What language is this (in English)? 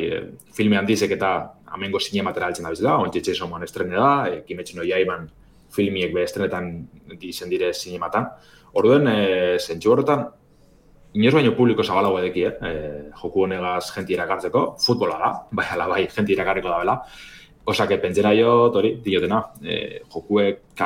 Basque